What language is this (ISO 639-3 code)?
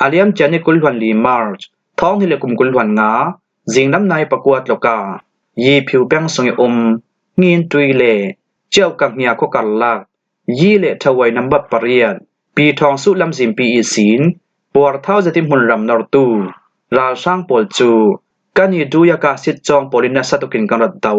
cfm